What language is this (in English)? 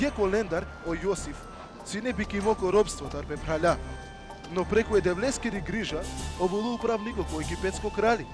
Balkan Romani